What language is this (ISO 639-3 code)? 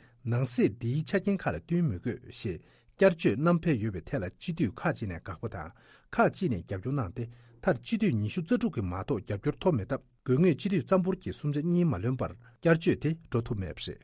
bod